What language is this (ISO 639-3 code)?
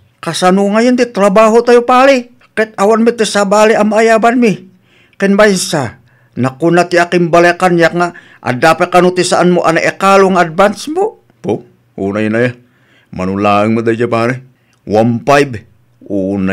ilo